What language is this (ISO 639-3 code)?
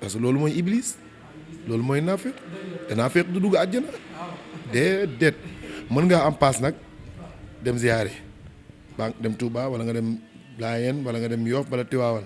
wol